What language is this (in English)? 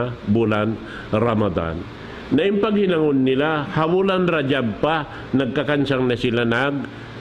Tausug